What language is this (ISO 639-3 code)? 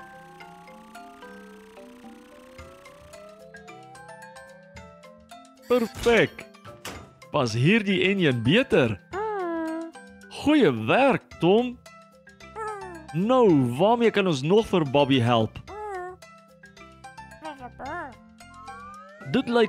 afr